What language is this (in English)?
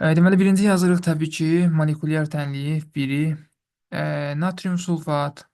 Azerbaijani